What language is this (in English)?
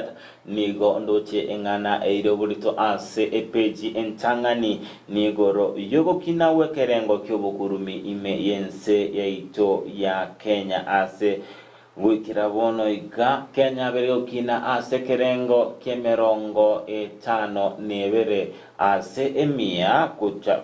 Gusii